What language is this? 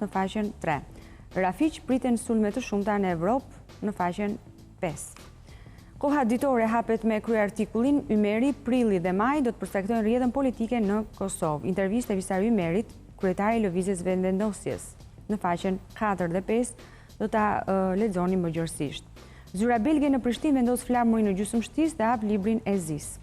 Albanian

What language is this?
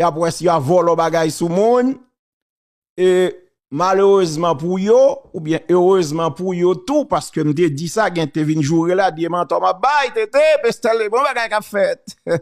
Haitian Creole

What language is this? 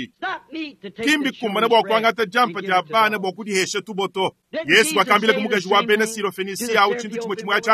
Luba-Lulua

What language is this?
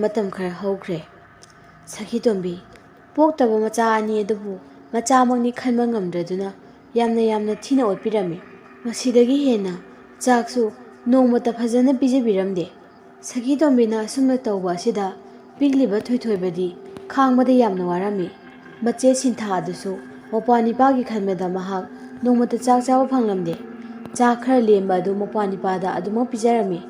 Manipuri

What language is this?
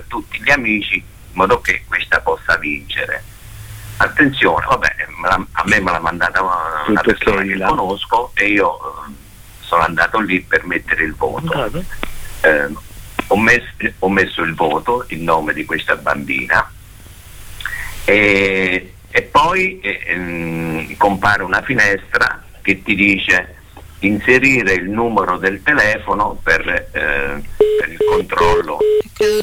Italian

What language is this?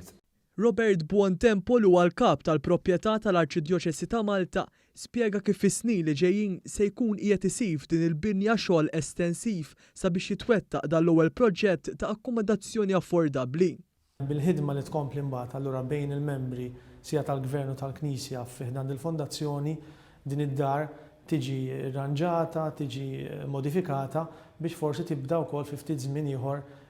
Maltese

